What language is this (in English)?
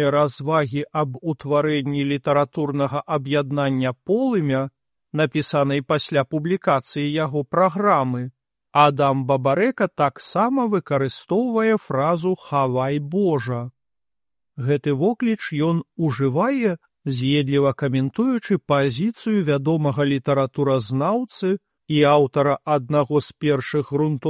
Belarusian